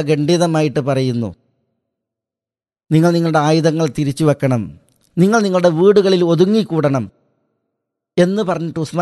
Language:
Malayalam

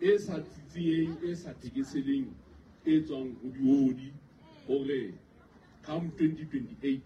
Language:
Southern Sotho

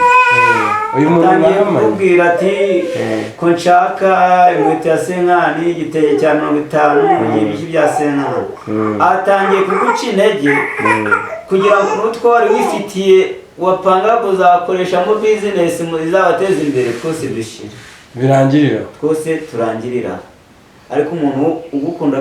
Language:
Kinyarwanda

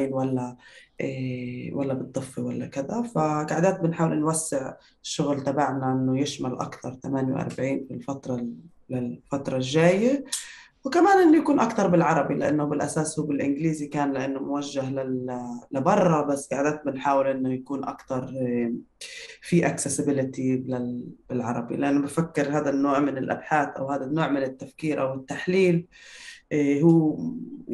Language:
North Levantine Arabic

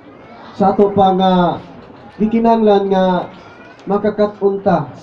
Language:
Cebuano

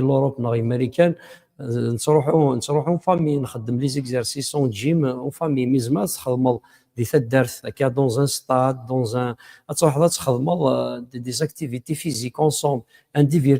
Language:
Kabyle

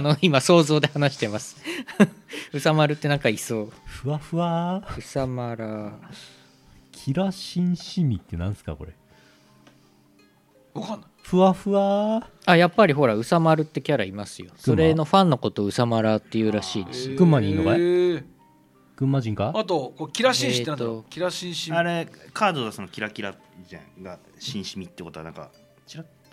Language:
Japanese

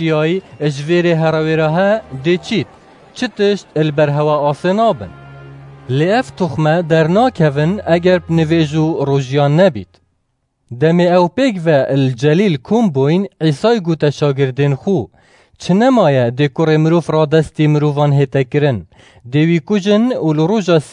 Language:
Kurdish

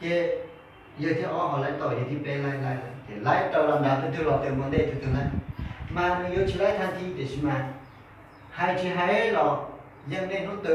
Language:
Hmong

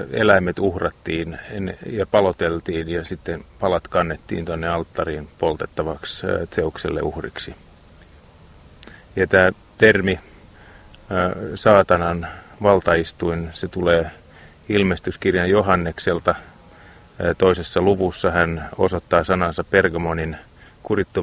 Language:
Finnish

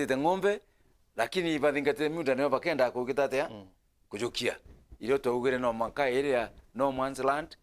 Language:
Meru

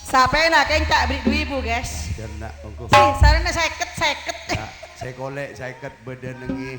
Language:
Madurese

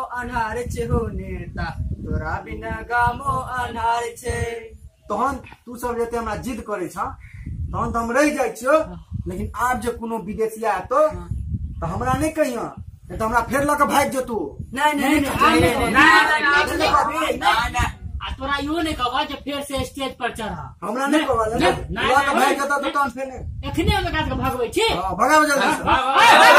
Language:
Maithili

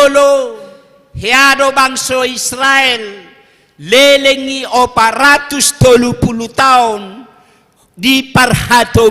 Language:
Batak Toba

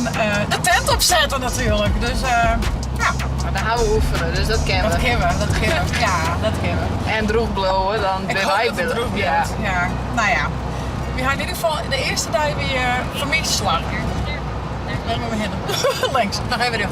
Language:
Western Frisian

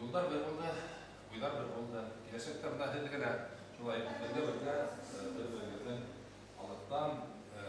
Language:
Bashkir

